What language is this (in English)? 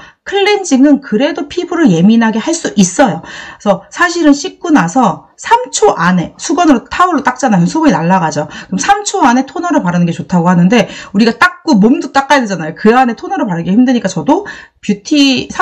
Korean